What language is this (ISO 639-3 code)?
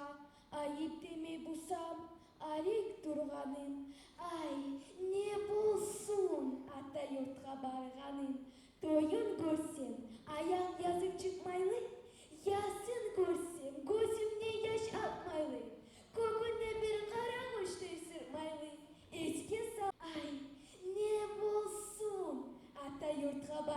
kum